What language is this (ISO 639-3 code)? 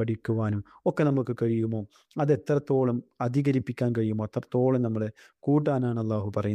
mal